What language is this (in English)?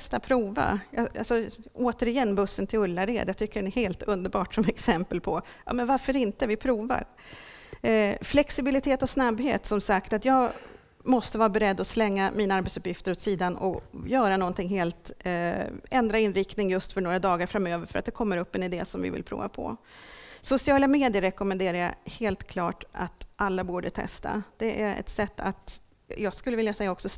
Swedish